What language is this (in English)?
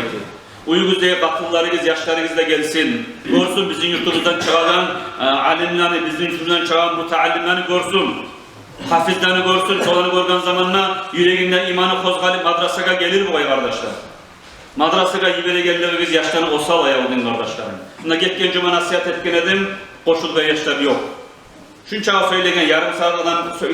Kumyk